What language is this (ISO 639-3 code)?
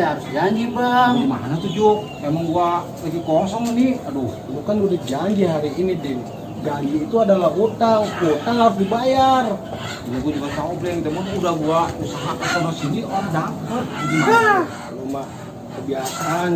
bew